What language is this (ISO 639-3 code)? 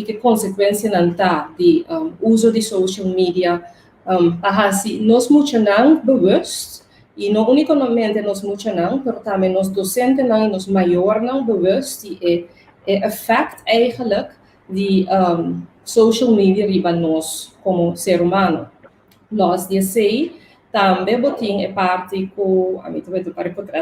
pap